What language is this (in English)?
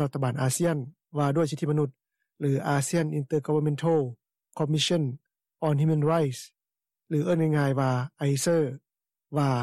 Lao